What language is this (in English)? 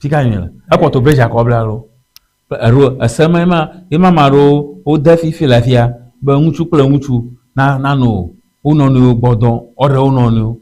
Ewe